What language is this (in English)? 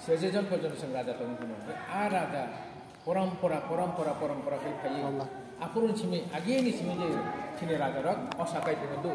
Kok Borok